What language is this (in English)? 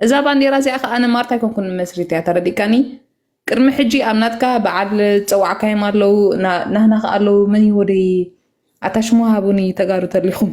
Tigrinya